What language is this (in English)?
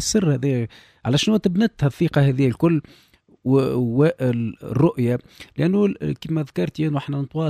Tunisian Arabic